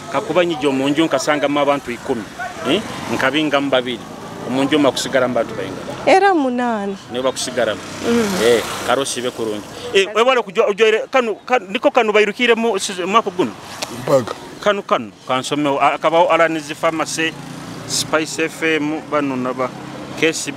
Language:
Nyoro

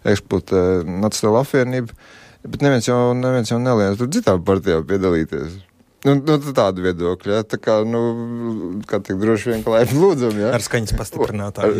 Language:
Latvian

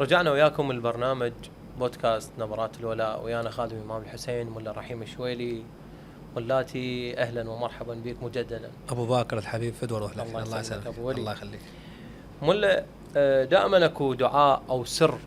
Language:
Mesopotamian Arabic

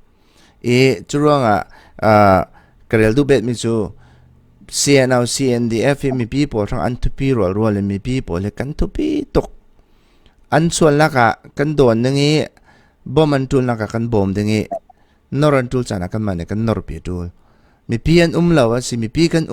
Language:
Falam Chin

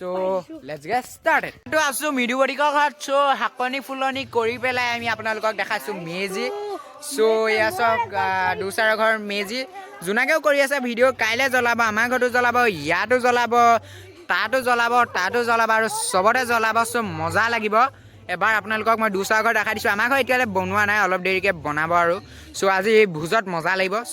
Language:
Assamese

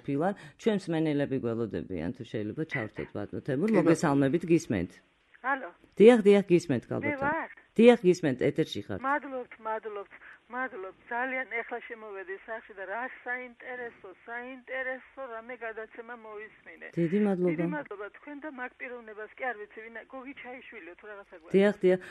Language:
Georgian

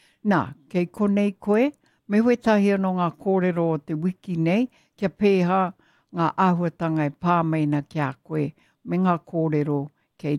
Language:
Māori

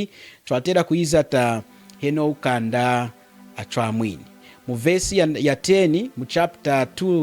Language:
Lunda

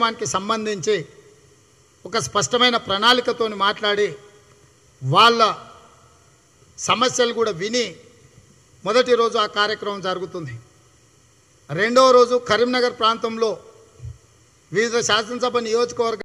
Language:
Telugu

